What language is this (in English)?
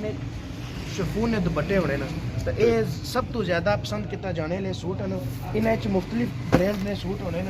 Pahari-Potwari